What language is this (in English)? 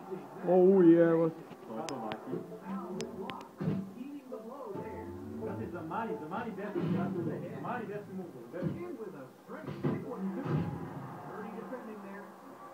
Serbian